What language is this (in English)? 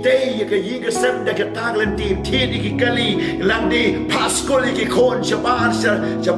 Khasi